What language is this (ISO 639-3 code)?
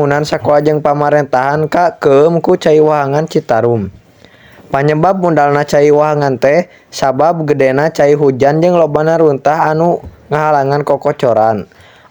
sun